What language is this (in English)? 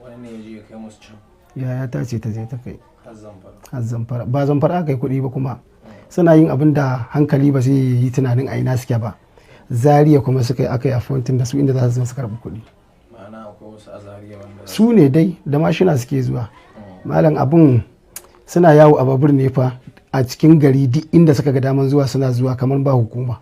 Hausa